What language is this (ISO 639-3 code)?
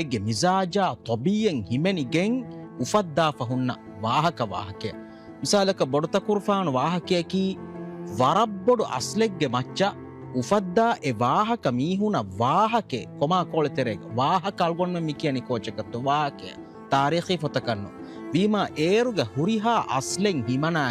div